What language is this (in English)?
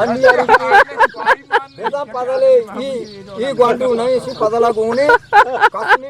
Eastern Balochi